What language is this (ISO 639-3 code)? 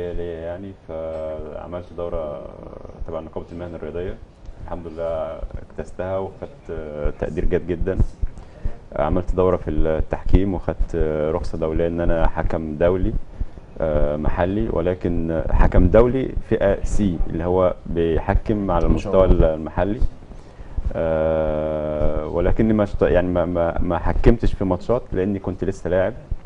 arz